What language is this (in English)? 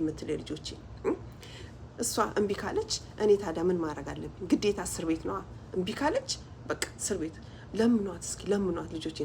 Amharic